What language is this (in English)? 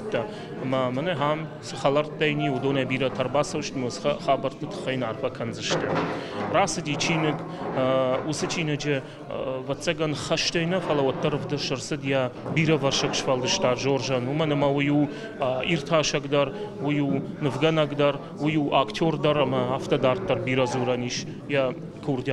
Ossetic